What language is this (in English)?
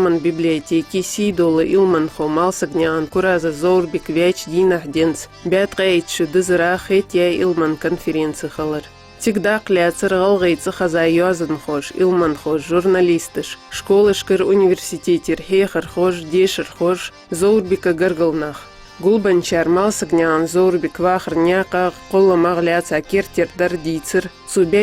Ingush